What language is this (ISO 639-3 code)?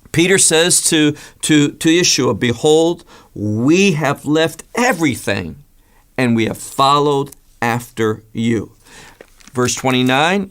eng